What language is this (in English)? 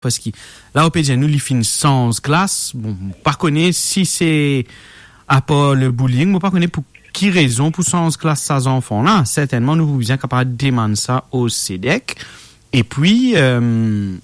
Morisyen